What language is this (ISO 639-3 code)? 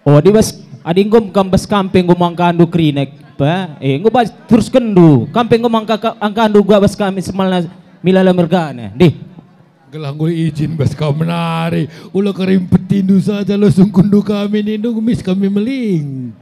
btx